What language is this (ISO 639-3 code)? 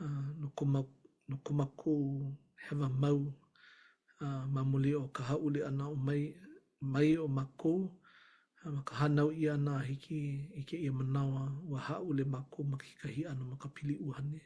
haw